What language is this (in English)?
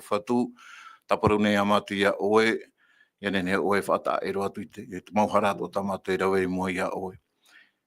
Tahitian